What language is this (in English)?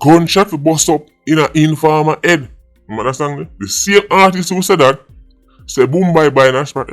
Jamaican Creole English